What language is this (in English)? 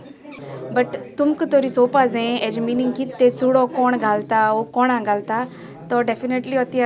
Konkani